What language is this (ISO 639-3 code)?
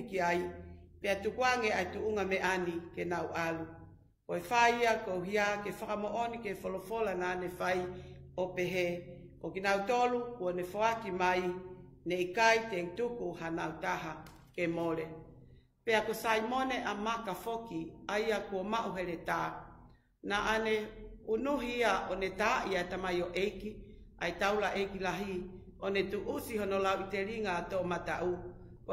ton